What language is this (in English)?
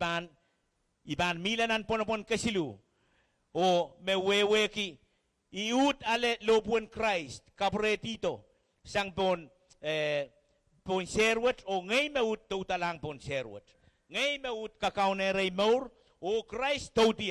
Pohnpeian